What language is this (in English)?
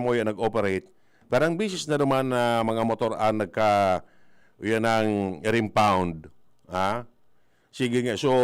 Bikol